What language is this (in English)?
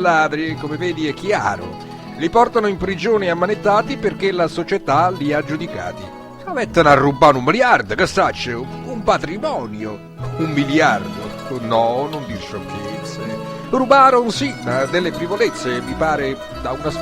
Neapolitan